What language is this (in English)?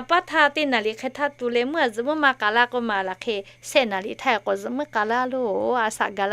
Lahu